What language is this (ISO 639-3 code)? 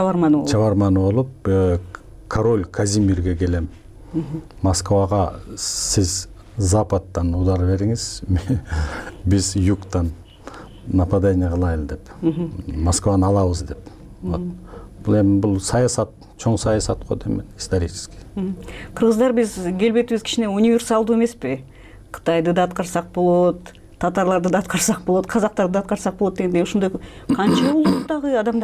kir